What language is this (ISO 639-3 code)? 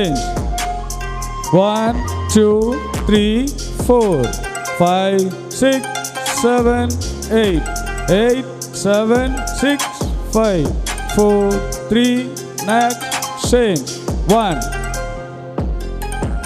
tam